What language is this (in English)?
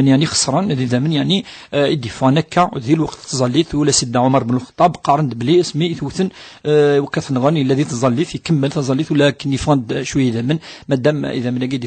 Kabyle